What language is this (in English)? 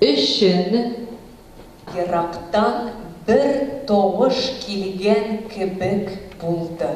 Tatar